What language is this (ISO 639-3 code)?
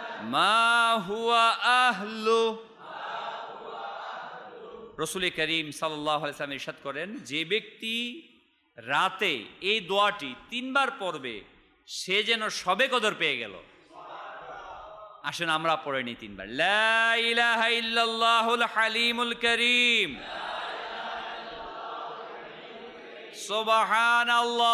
ben